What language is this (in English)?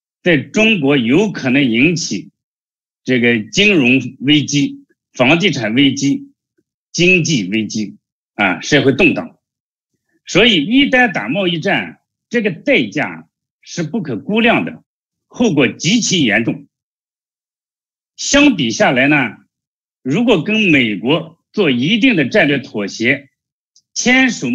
Chinese